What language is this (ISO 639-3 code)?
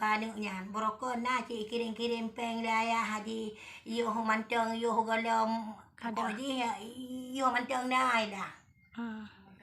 ace